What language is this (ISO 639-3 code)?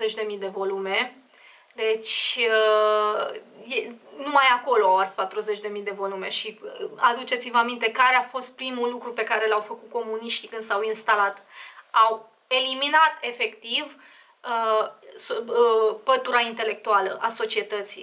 ron